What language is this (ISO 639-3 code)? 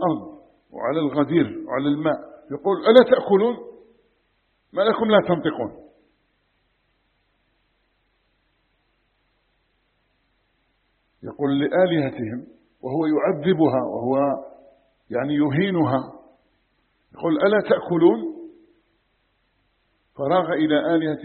ara